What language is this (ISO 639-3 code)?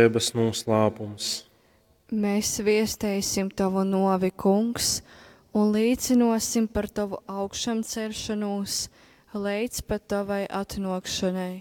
ltg